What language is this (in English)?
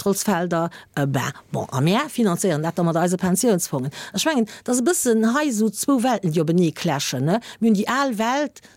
Luxembourgish